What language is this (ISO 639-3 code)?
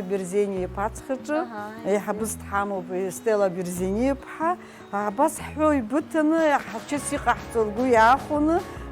abk